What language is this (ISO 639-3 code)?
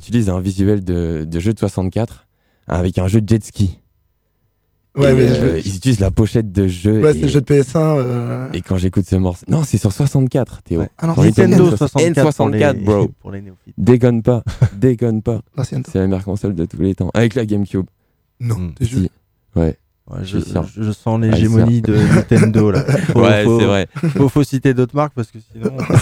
fra